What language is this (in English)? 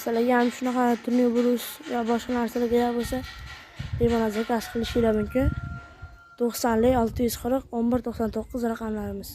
Uzbek